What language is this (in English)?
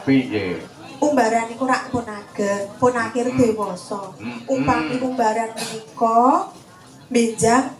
Javanese